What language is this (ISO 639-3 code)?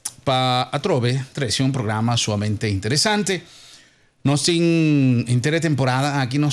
pap